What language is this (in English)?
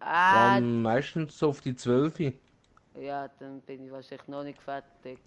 Swiss German